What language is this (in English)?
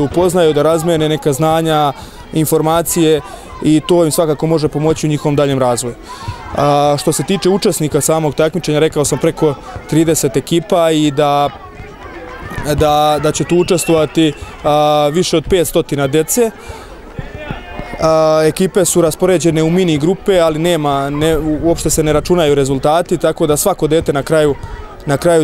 Serbian